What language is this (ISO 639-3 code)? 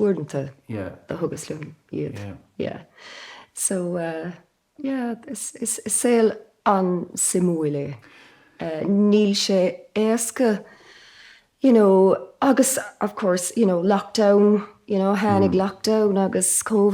gle